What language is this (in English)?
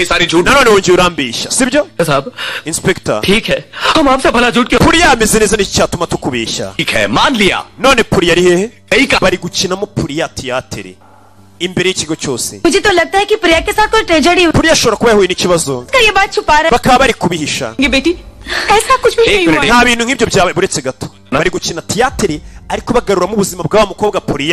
Kinyarwanda